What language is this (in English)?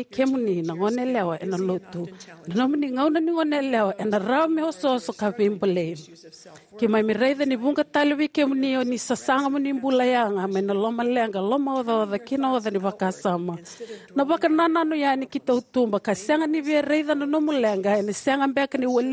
Fijian